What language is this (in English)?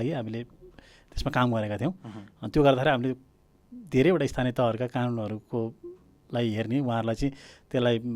Nepali